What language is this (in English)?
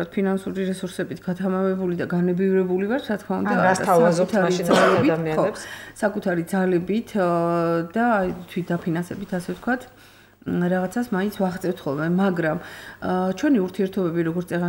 Georgian